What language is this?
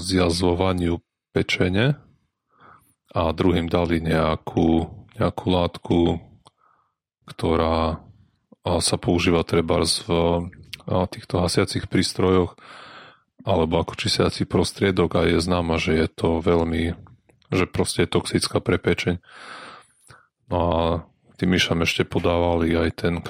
Slovak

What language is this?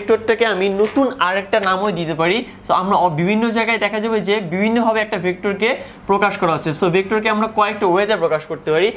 Bangla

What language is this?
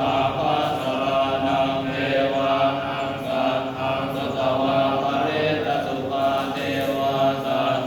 Pali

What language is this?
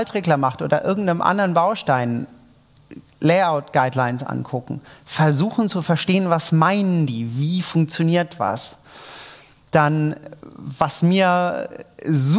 German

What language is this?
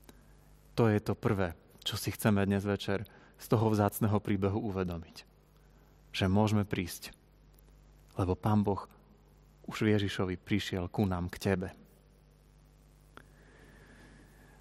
Slovak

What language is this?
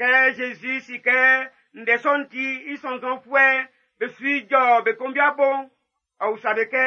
Baoulé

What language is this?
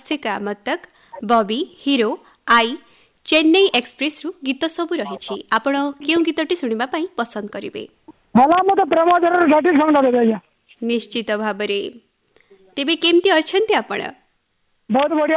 Odia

